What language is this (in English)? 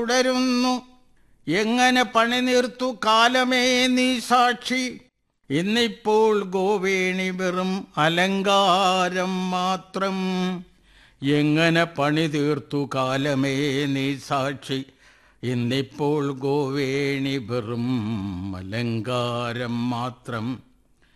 Malayalam